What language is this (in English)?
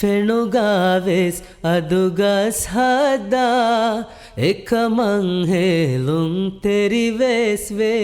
Divehi